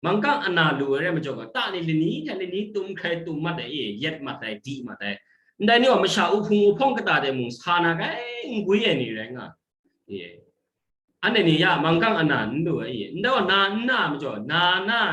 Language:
Kachin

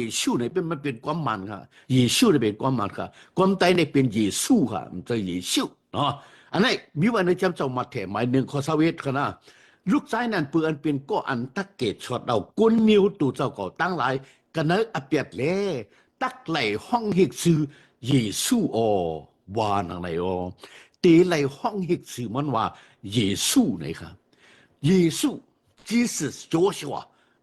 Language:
Shan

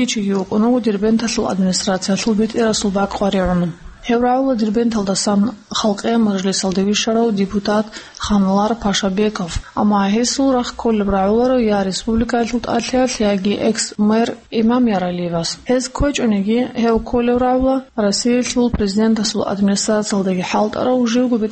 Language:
Avaric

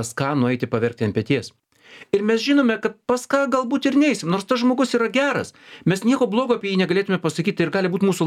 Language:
Lithuanian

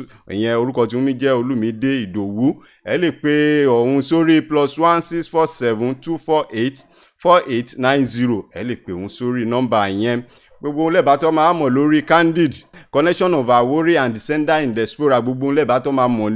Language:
Yoruba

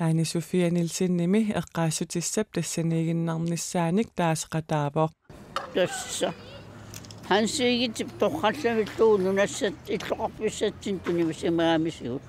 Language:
Kalaallisut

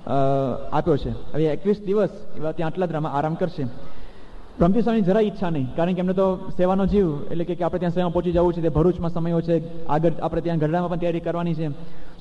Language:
Gujarati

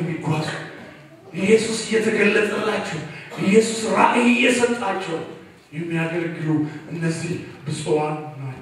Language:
Amharic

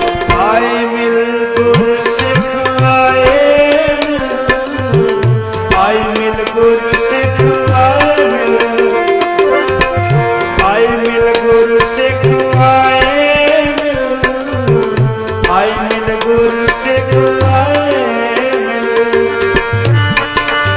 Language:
Punjabi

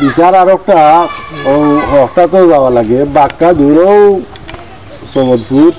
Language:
Sylheti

